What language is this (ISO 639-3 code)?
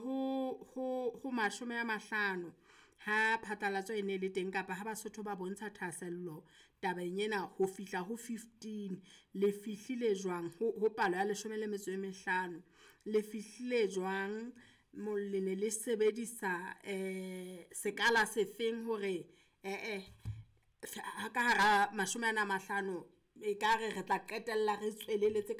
sot